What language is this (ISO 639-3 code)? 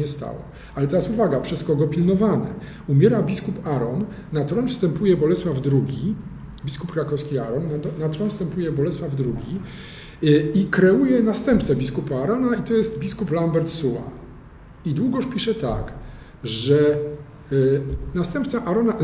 pol